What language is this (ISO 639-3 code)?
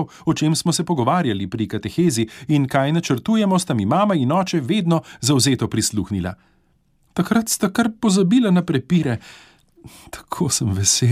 slv